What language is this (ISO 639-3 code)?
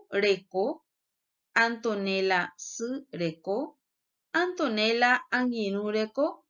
grn